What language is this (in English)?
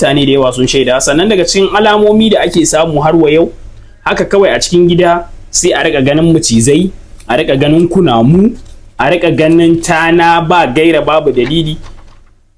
Hausa